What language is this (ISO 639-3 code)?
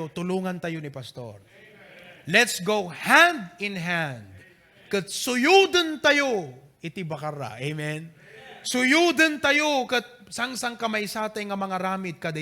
ilo